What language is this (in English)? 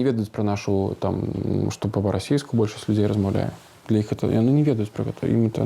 Belarusian